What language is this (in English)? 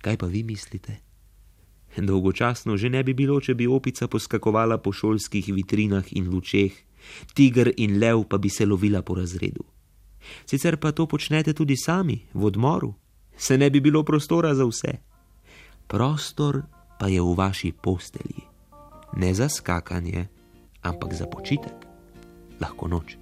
Slovenian